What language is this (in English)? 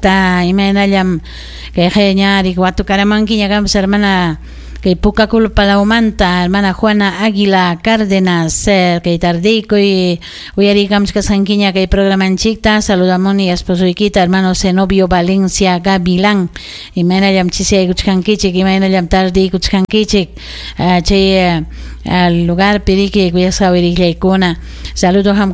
Ayacucho Quechua